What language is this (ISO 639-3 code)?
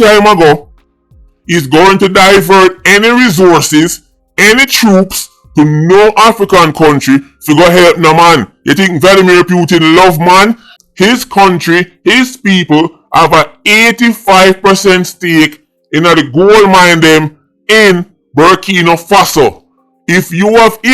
jam